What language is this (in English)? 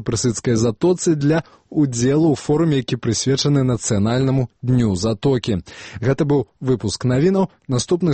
Belarusian